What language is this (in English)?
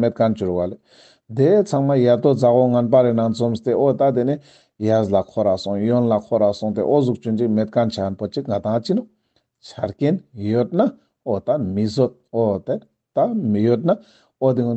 Ladakhi